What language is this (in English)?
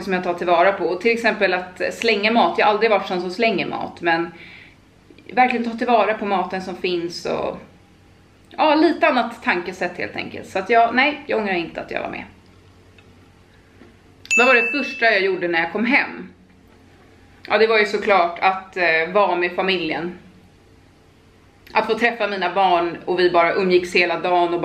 Swedish